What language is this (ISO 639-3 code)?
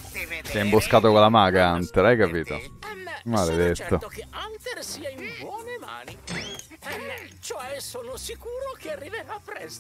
ita